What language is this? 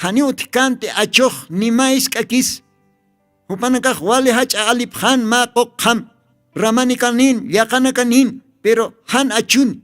Aymara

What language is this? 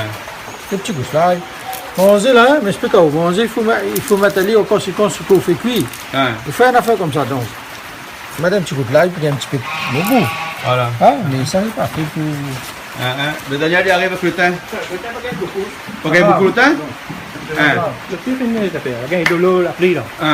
Réunion Creole French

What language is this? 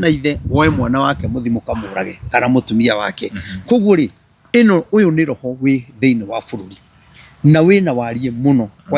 Kikuyu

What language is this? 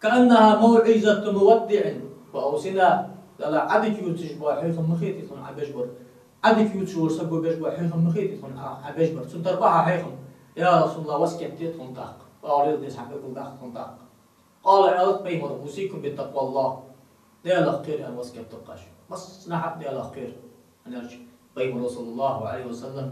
Ingush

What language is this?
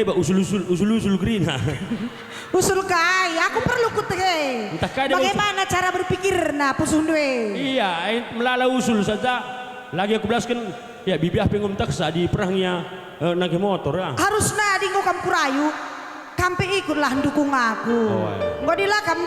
Batak Karo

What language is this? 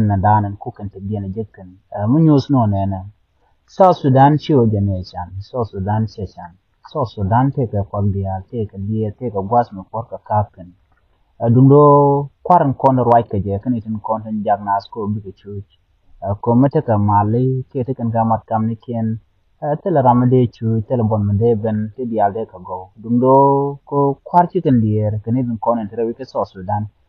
Nuer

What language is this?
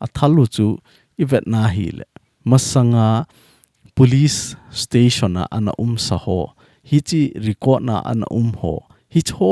Thado Chin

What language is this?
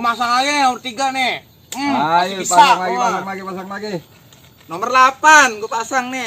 Betawi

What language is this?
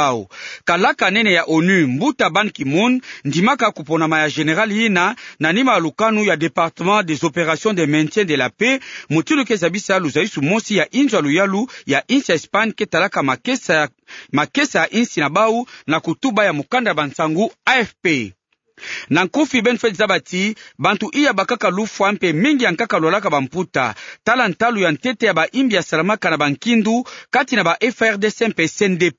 Kituba (Democratic Republic of Congo)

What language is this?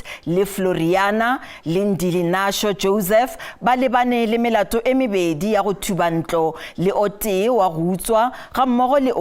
Northern Sotho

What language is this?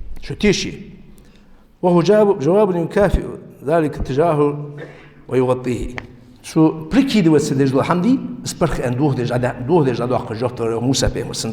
Ingush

